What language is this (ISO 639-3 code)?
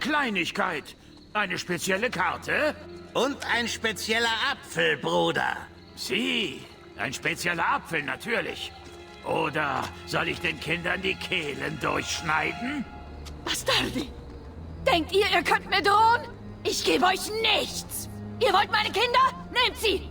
bar